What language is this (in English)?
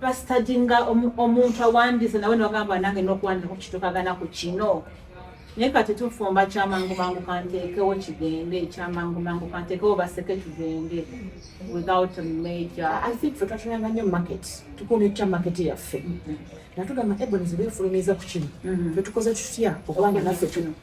Ganda